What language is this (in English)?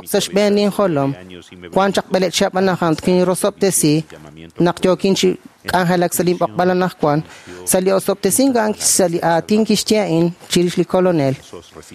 Kekchí